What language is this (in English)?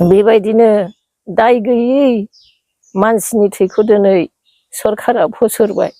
Bodo